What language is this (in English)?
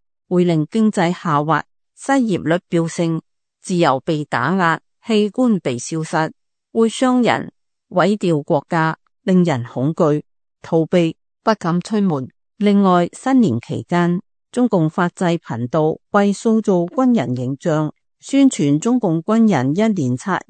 Cantonese